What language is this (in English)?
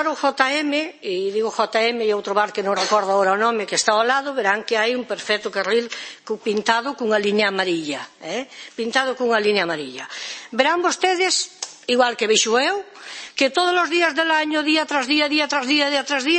Galician